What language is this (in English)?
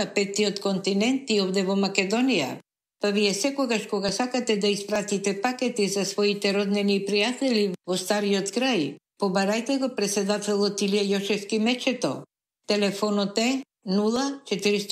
Macedonian